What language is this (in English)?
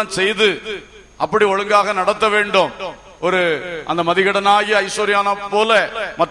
Tamil